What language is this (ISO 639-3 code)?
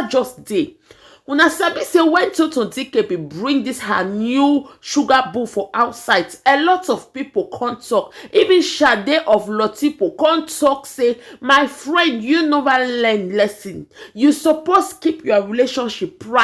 pcm